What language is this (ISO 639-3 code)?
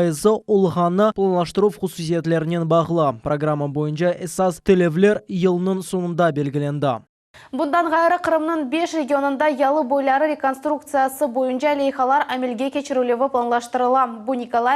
crh